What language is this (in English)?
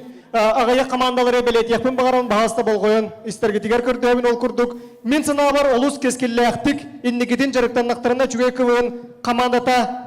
Yakut